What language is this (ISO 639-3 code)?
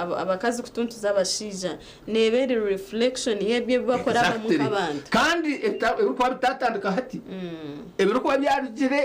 nyn